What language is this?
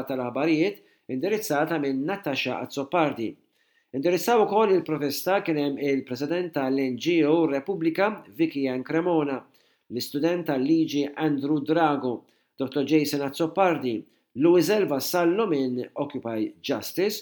Maltese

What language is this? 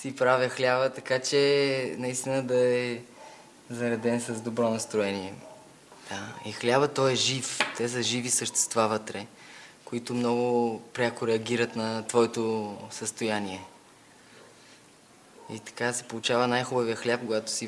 Bulgarian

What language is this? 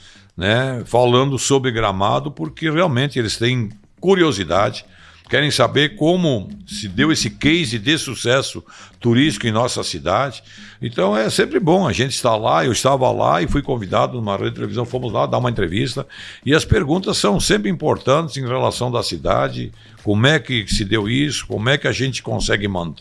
Portuguese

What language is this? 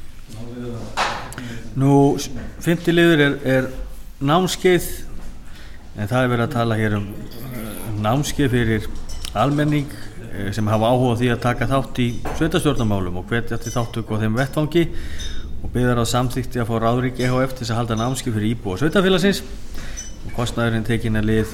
Icelandic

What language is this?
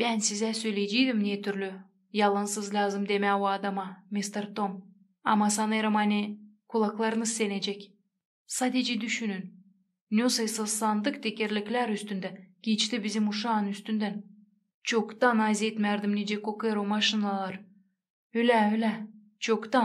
Gagauz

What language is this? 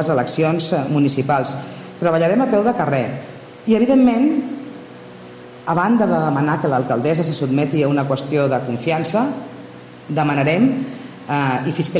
Catalan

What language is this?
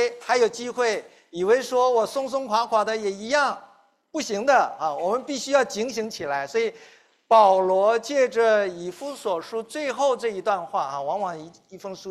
Chinese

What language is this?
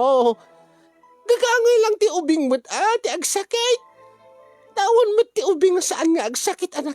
Iloko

